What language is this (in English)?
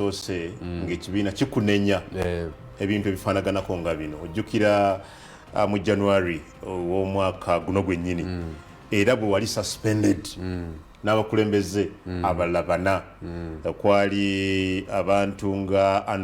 Ganda